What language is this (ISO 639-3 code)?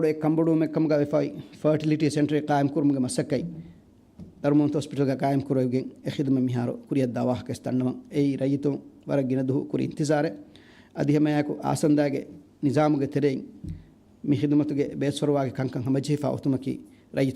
div